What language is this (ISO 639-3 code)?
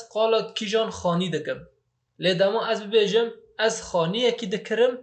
kur